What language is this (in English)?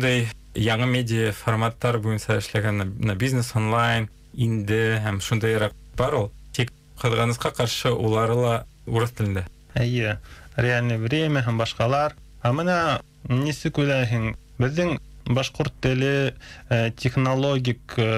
Bashkir